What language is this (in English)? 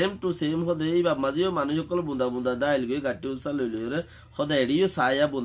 Rohingya